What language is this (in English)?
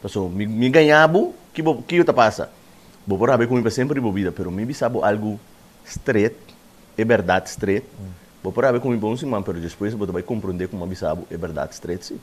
Papiamento